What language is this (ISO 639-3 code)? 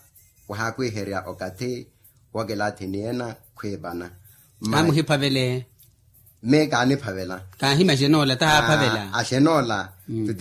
vmw